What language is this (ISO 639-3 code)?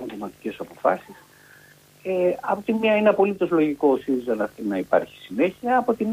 ell